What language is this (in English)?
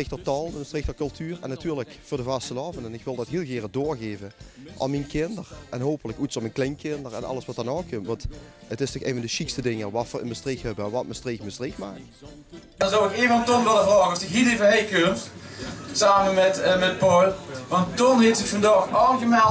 Limburgish